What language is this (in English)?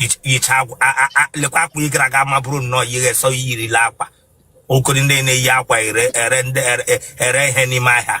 Igbo